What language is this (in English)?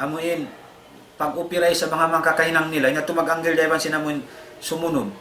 Tausug